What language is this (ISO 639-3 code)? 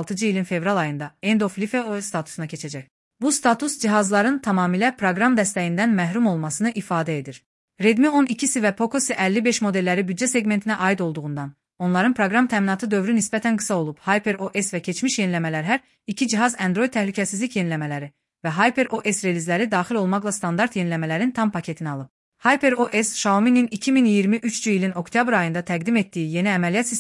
aze